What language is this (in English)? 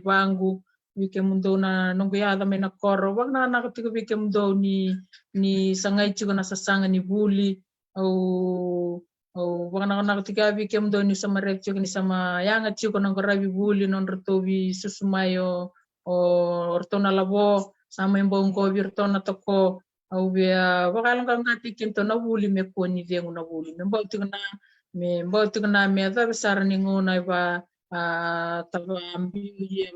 Fijian